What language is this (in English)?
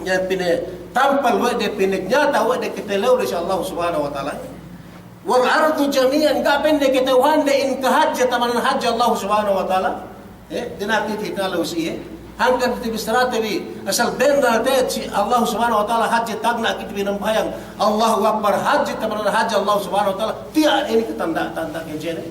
Yakan